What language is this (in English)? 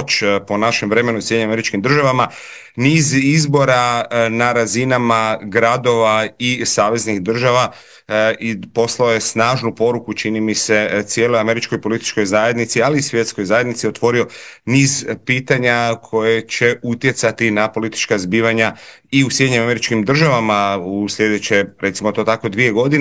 Croatian